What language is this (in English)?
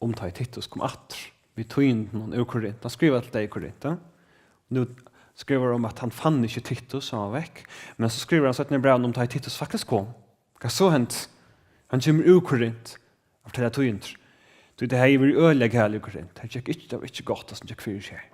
Faroese